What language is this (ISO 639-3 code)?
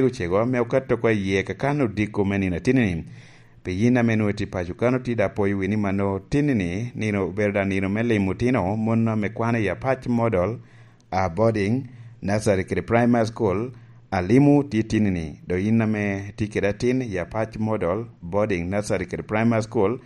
laj